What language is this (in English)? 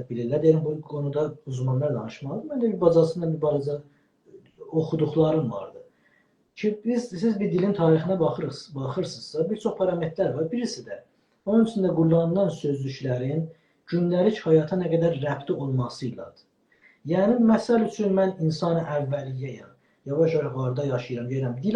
South Azerbaijani